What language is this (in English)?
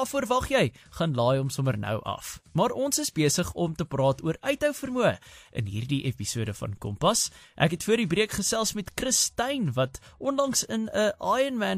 Afrikaans